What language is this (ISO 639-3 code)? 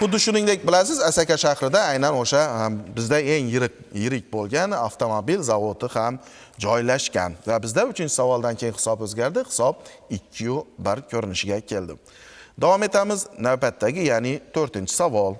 uzb